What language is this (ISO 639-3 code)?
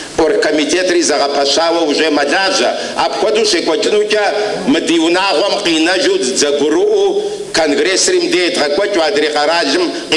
kbd